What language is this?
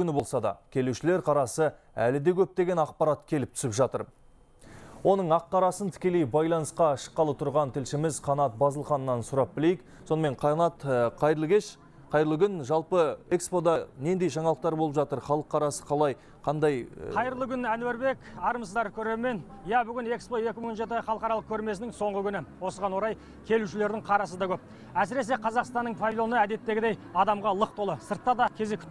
Kazakh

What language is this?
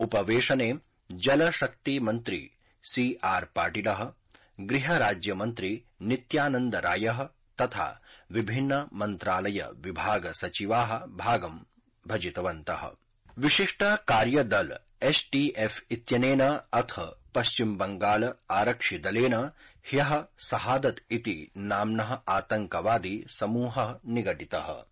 Sanskrit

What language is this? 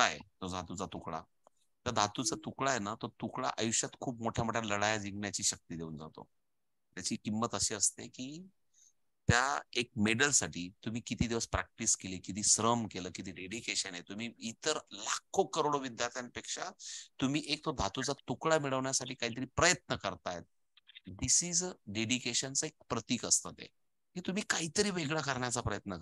Marathi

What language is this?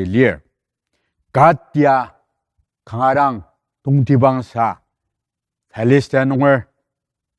Ao Naga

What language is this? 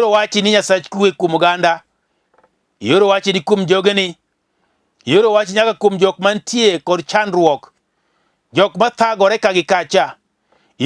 Luo (Kenya and Tanzania)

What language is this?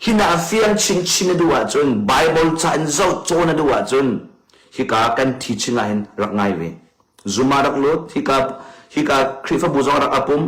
Hakha Chin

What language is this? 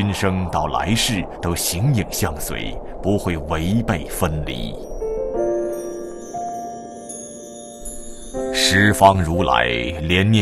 Chinese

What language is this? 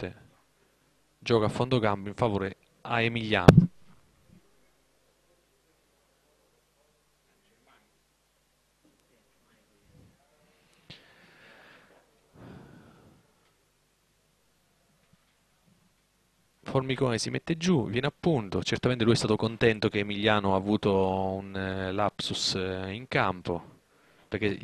Italian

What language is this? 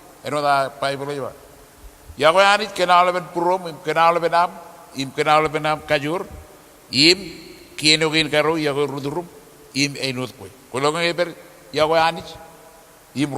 Marshallese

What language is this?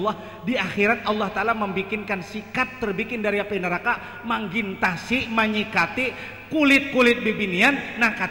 Banjar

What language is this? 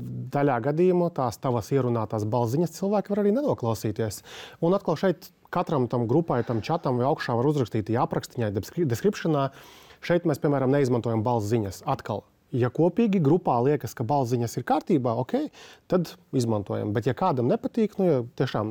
Latvian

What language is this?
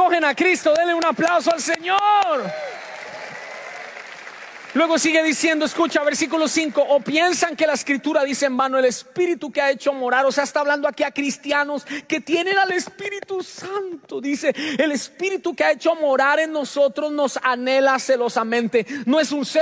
Spanish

